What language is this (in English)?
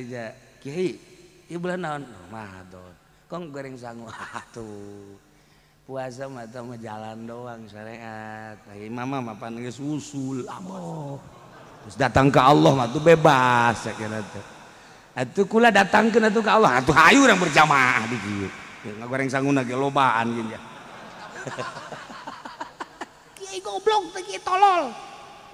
Sundanese